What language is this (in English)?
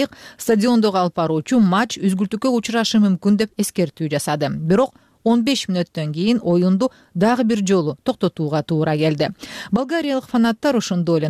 Kyrgyz